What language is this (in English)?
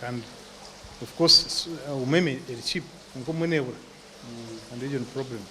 Nyankole